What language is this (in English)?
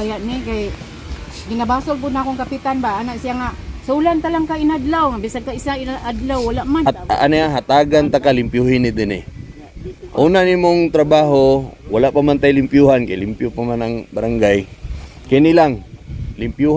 Cebuano